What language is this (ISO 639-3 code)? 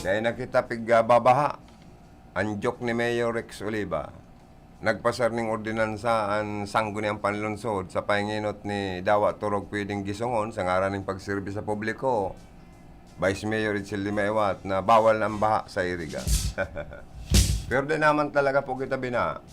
bik